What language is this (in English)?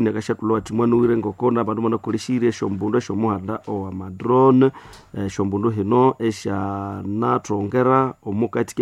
Nande